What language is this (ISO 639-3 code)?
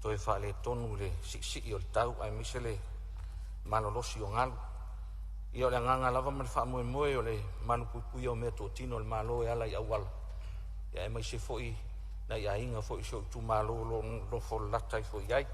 smo